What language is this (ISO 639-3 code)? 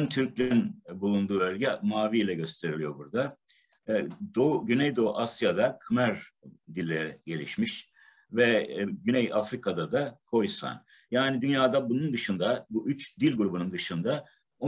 tur